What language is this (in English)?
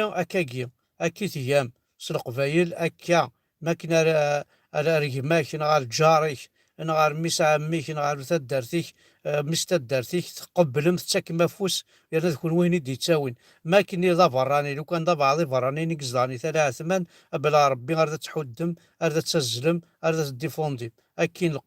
Kabyle